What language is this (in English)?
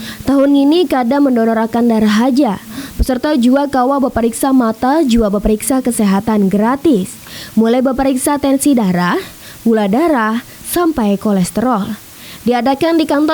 Banjar